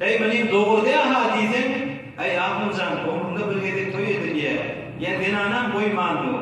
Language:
Turkmen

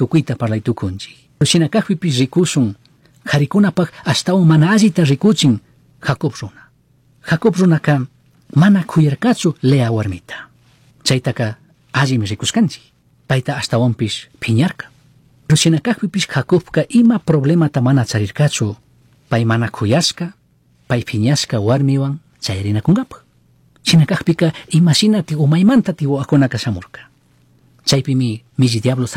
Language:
Chimborazo Highland Quichua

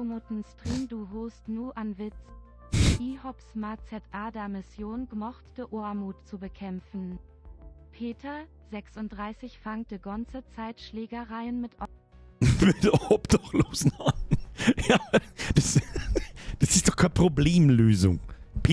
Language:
Bavarian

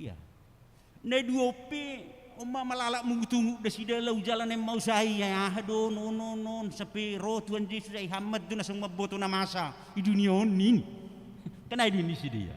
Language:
Batak Simalungun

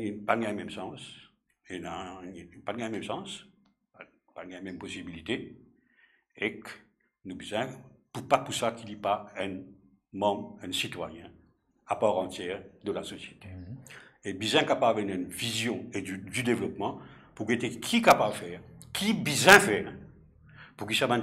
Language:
Morisyen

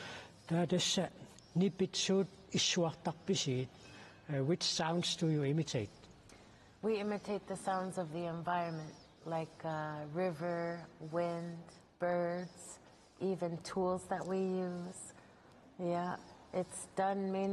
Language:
Kalaallisut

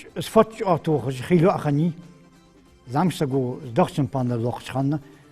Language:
Ingush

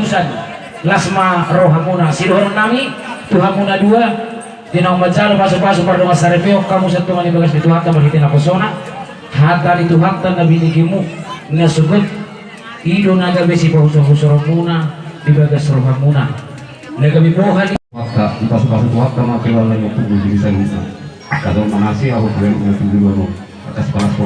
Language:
Batak Toba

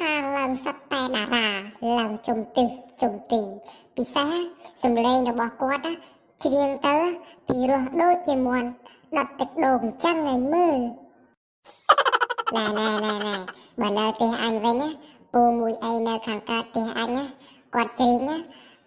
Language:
Khmer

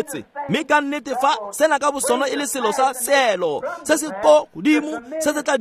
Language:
Tswana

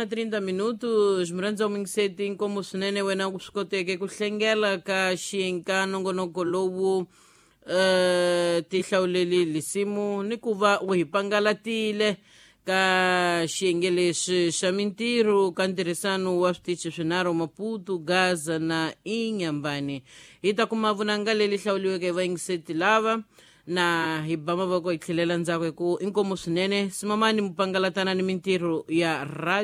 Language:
Tsonga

